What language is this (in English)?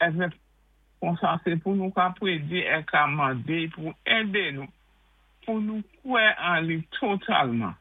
Saint Lucian Creole French